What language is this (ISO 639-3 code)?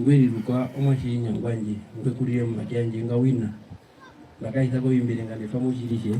her